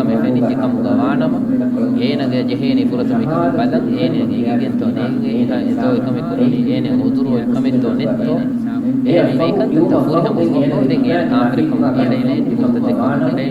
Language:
Divehi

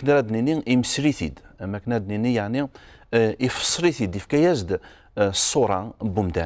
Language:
Kabyle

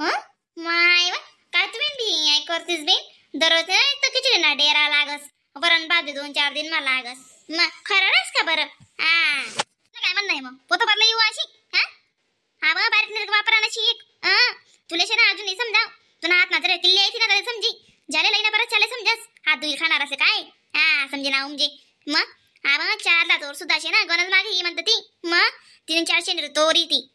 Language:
Khandesi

